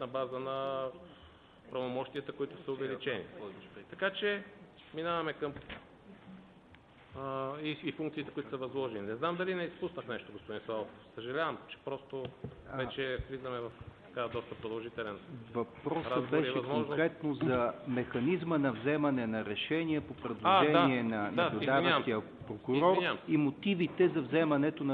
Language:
Bulgarian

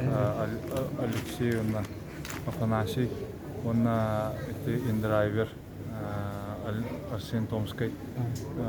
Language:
Yakut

